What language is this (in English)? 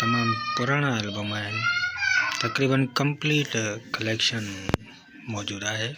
Sindhi